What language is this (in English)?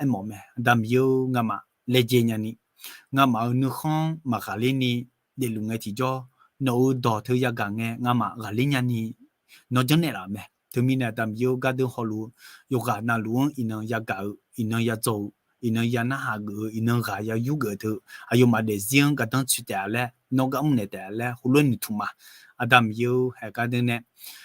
Akha